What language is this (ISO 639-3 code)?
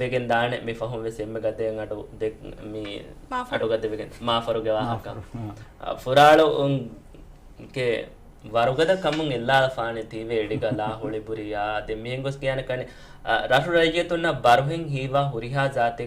div